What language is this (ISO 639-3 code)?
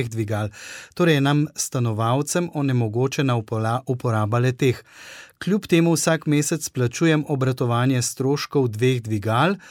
slv